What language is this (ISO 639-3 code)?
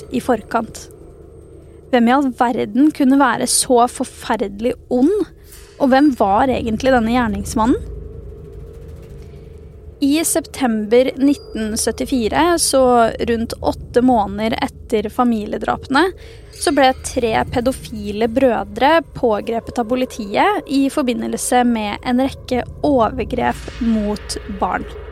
nor